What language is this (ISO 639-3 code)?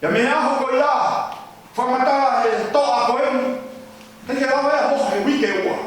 ton